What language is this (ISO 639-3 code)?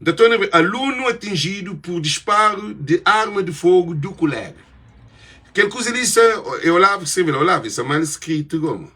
kea